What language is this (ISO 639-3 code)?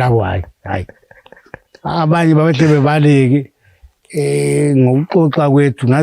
nde